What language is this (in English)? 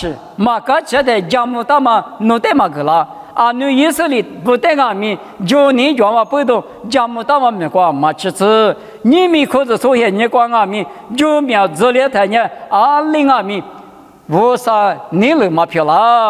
Lisu